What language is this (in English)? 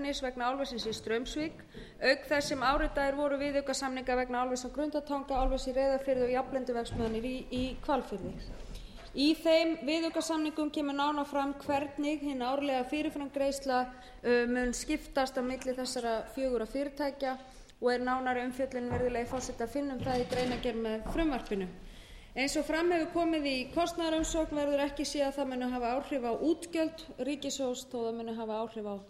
Icelandic